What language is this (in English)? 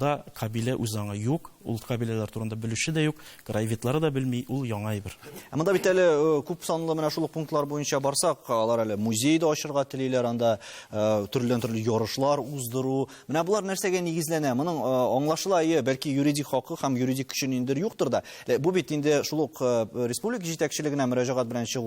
Tatar